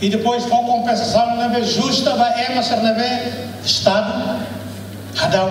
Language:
Tetum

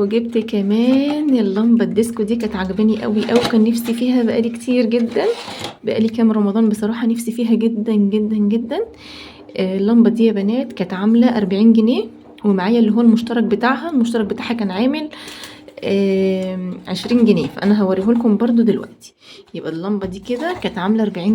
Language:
Egyptian Arabic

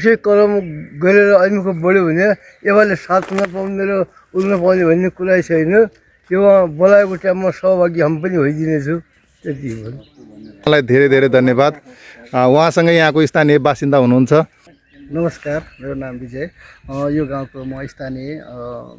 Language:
Nepali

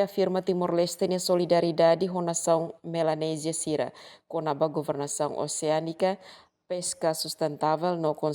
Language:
Tetum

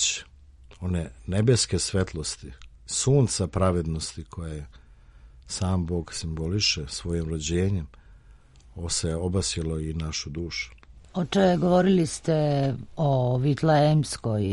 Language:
Serbian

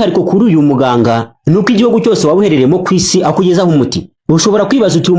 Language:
Kinyarwanda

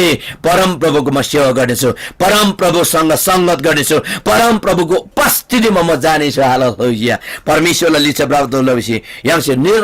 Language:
Eastern Tamang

